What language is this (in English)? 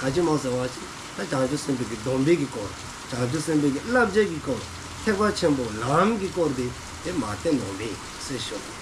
Dzongkha